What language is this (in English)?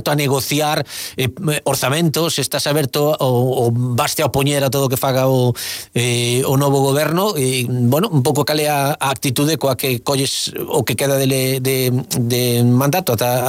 Galician